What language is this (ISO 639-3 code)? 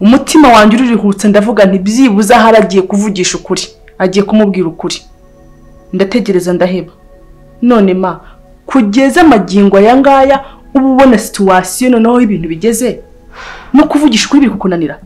kin